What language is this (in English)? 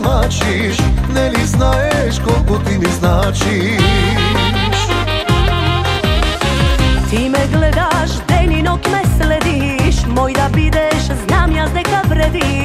Macedonian